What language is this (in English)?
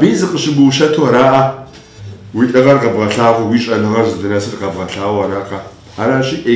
Kabardian